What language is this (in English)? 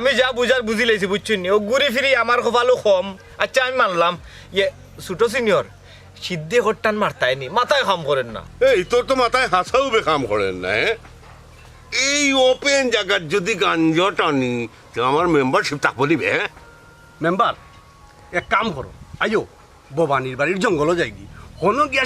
Sylheti